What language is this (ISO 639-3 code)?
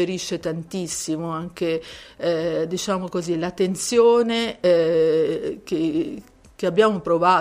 ita